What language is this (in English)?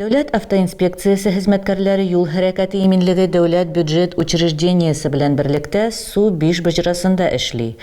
Tatar